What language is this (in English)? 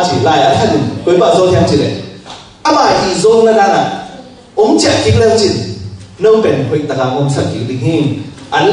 Tedim Chin